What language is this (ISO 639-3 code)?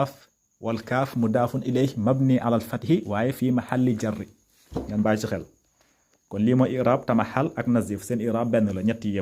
wol